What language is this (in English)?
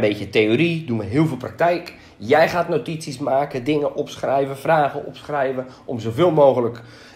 Dutch